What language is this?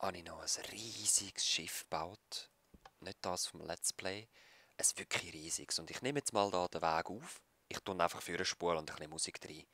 Swiss German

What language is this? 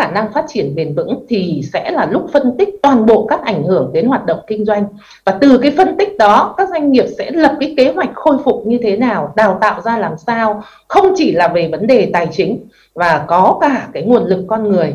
Vietnamese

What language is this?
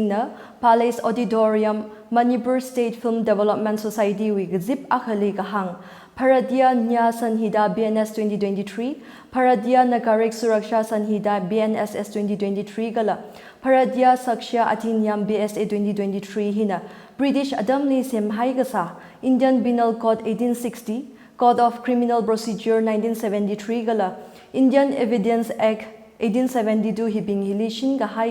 Tangkhul Naga (India)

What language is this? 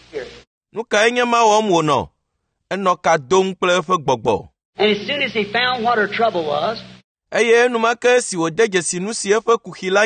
Ewe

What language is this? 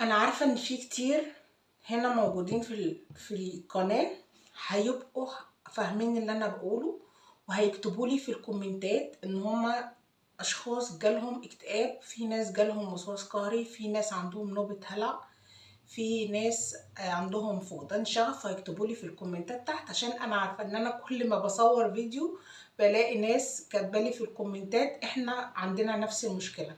Egyptian Arabic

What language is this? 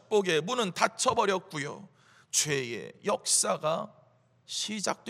Korean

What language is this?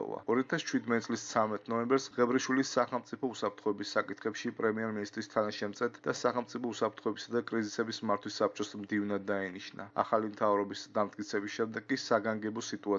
Georgian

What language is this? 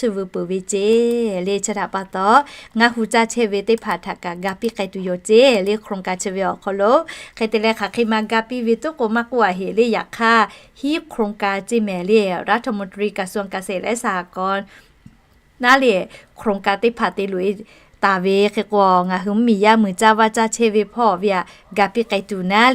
Lahu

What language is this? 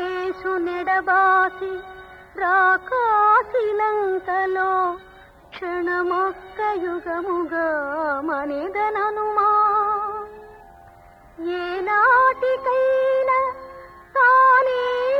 Telugu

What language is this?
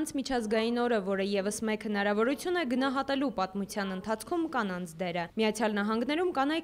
Armenian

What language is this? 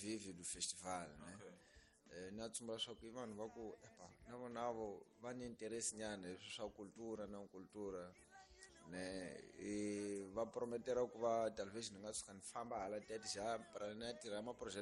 Tsonga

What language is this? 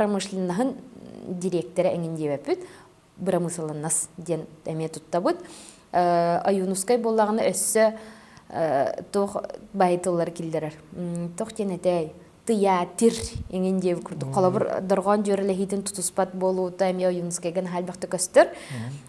Yakut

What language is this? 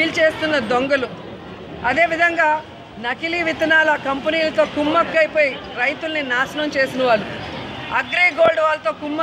Telugu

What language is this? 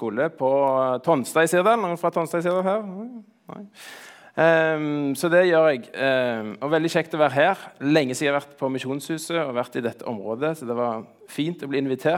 Norwegian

